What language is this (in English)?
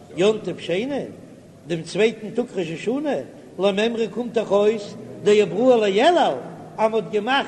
Yiddish